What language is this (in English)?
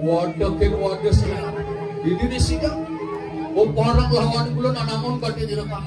Balinese